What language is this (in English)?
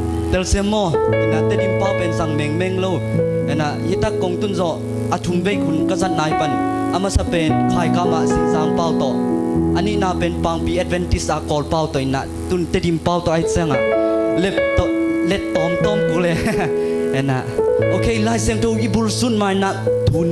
Tedim Chin